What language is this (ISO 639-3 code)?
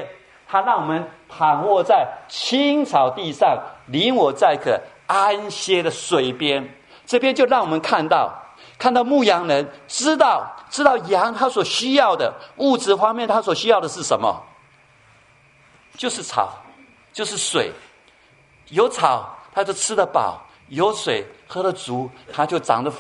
zho